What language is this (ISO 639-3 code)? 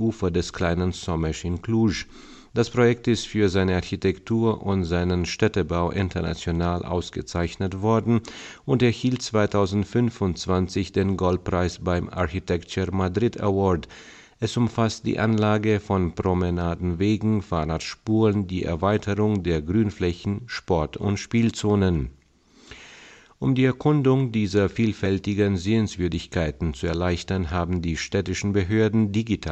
deu